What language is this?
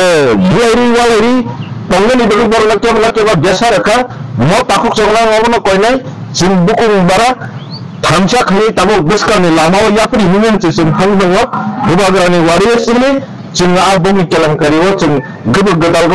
Riang (India)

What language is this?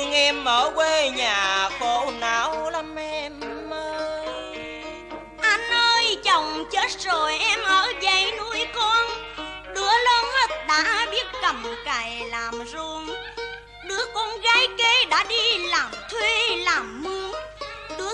Vietnamese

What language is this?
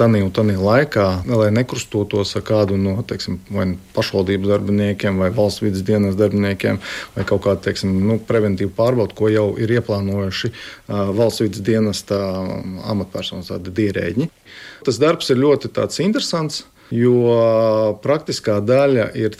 Latvian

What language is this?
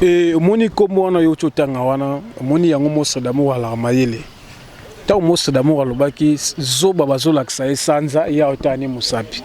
Lingala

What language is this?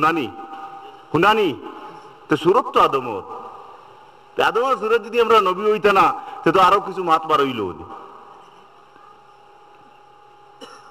Sylheti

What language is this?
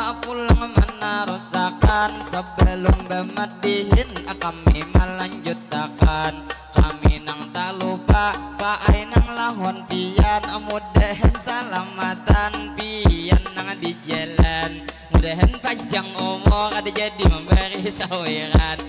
Banjar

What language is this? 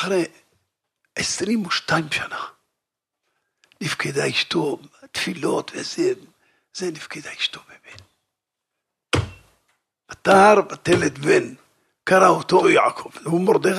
Hebrew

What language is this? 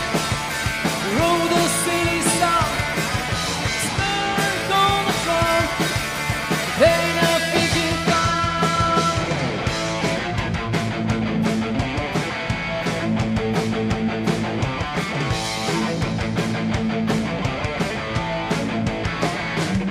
Chinese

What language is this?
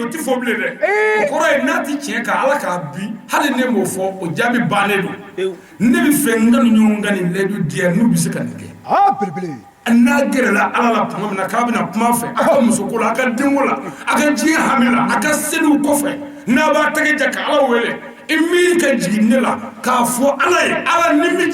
Bambara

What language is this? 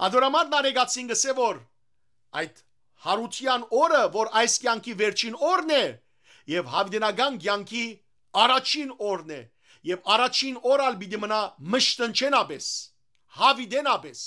Western Armenian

